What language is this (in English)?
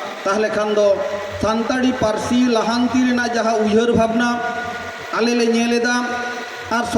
Santali